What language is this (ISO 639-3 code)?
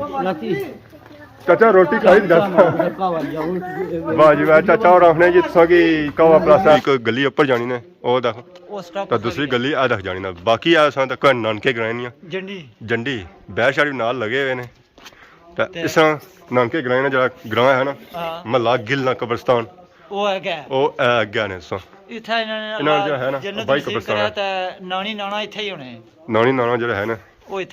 phr